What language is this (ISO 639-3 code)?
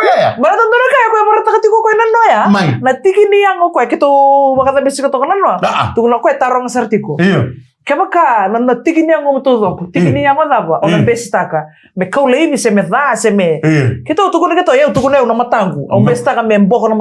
fij